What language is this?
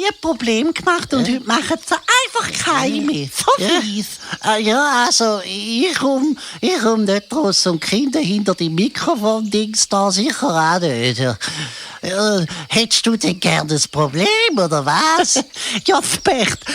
Swiss German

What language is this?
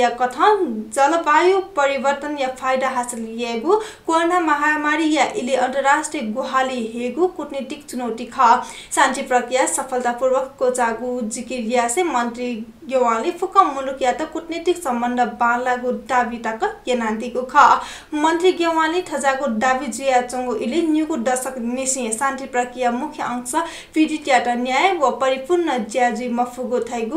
Newari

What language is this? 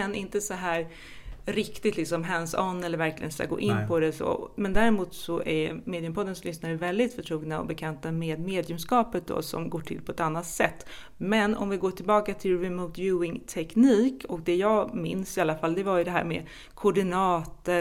Swedish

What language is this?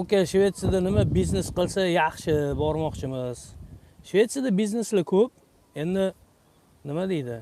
Uzbek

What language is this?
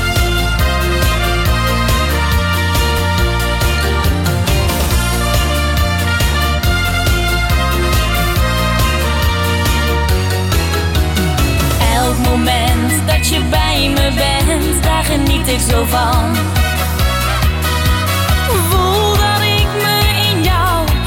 Dutch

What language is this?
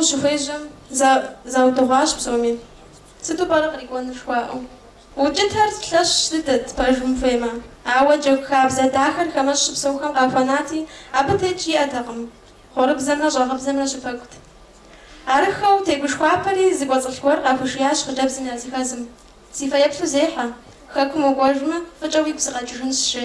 Kabardian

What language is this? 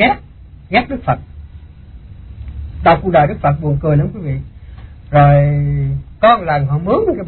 Vietnamese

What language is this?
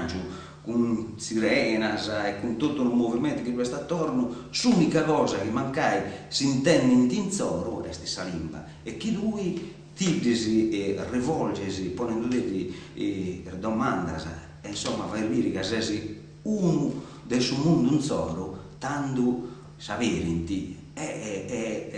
Sardinian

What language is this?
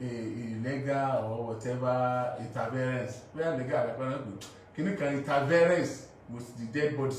Yoruba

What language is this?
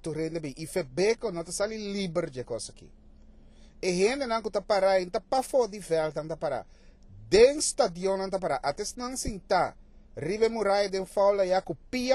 Papiamento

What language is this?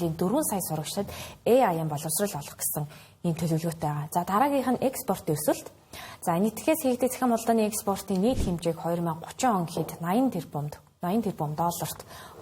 Mongolian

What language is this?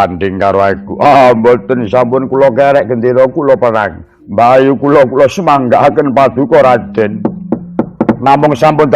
Javanese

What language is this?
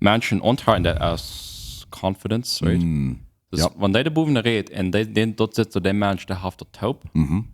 Plautdietsch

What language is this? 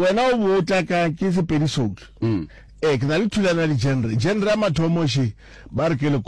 Northern Sotho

